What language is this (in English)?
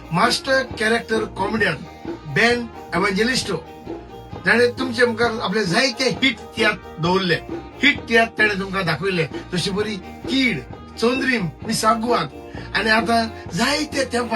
Konkani